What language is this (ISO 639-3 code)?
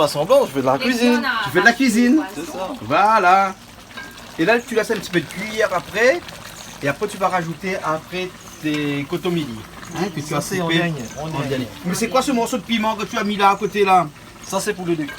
rcf